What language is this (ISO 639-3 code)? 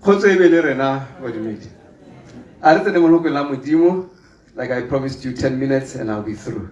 tsn